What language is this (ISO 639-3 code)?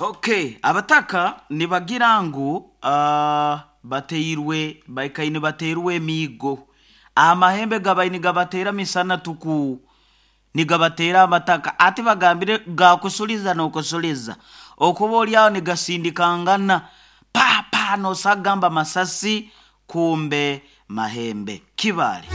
nyo